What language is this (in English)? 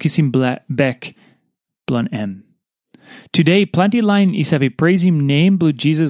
Tok Pisin